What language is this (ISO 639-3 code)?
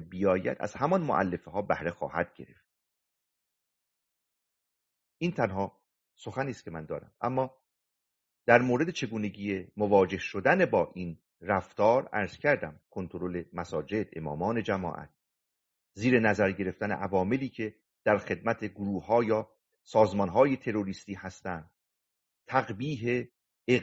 fas